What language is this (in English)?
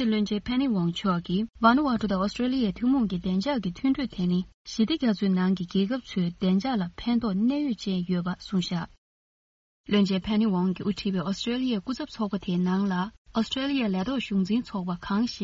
Tibetan